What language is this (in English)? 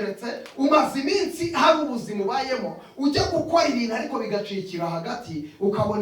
Kinyarwanda